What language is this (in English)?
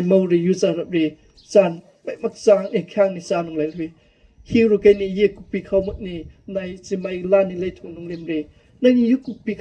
Manipuri